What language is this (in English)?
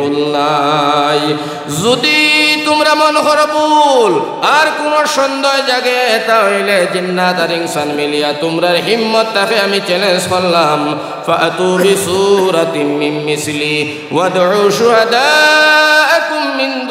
Sylheti